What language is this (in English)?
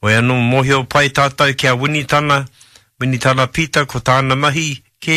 Māori